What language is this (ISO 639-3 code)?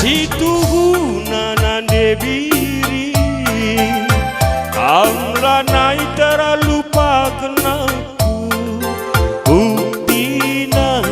btx